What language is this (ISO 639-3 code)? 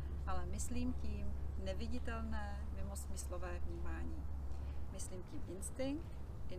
ces